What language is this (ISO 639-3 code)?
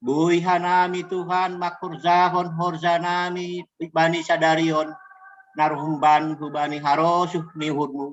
bts